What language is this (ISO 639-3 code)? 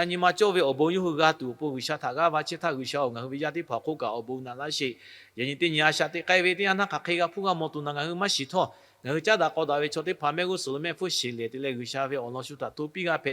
lhu